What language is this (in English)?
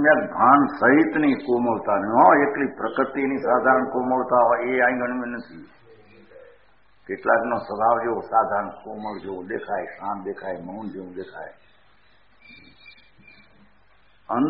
Gujarati